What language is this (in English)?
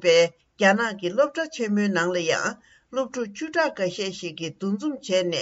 Tibetan